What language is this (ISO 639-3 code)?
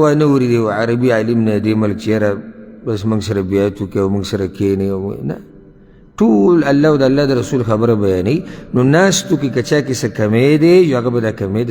pus